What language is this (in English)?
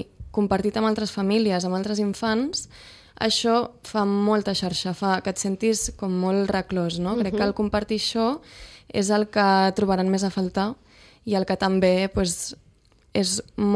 Catalan